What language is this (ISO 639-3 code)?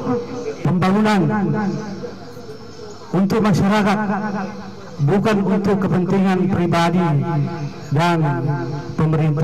ind